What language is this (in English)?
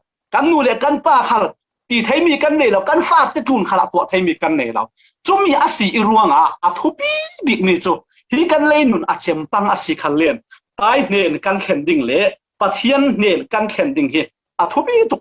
Falam Chin